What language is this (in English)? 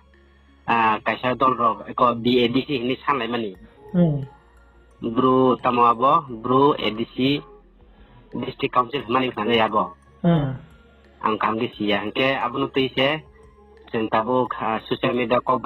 Riang (India)